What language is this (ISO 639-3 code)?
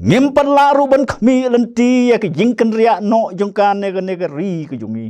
kha